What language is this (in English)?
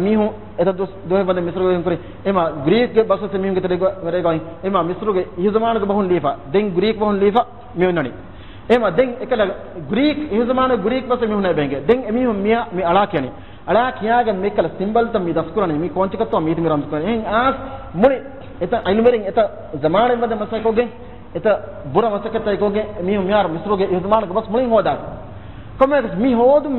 Divehi